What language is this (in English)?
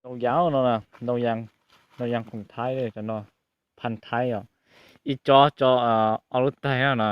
Hmong